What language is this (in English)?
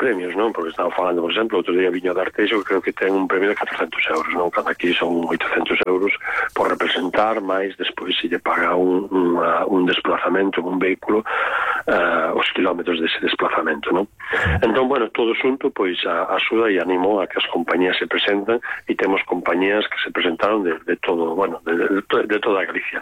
Galician